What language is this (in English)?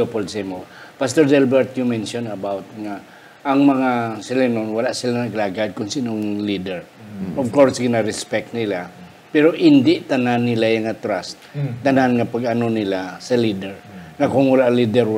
Hiligaynon